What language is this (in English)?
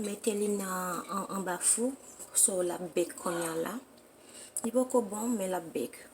Haitian Creole